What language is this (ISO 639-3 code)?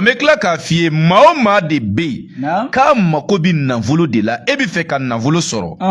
bam